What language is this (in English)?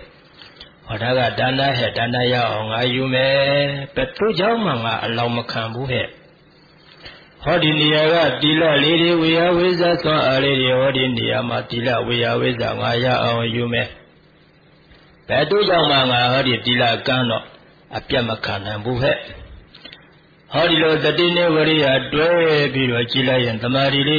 Burmese